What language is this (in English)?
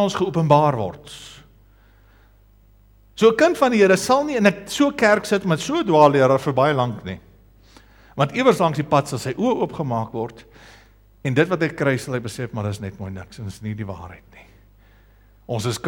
Afrikaans